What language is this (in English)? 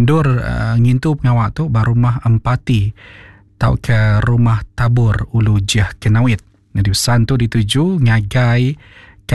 Iban